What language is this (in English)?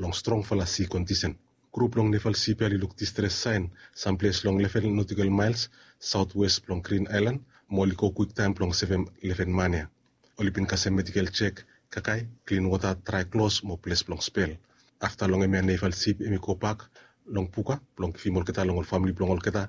Bislama